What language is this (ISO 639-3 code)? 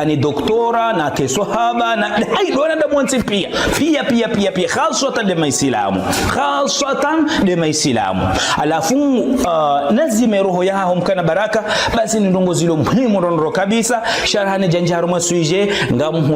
zdj